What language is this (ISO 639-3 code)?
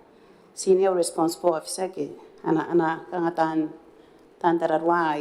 gil